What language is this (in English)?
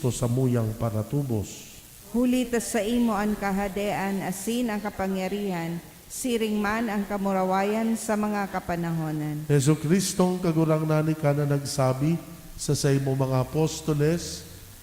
Bikol